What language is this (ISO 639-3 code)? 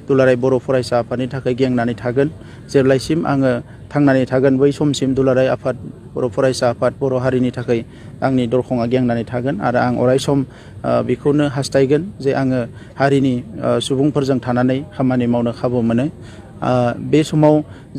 brx